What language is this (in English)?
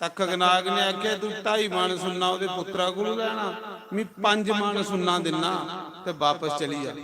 Dogri